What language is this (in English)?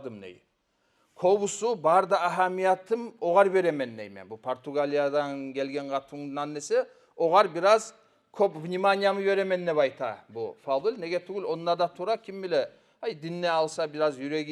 Kumyk